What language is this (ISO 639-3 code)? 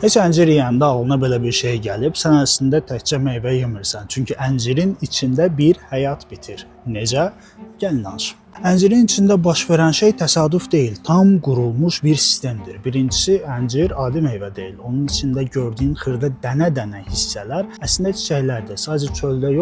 aze